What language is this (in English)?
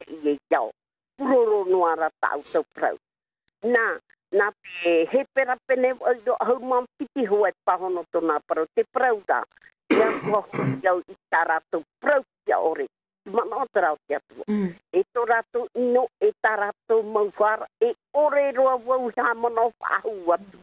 Tahitian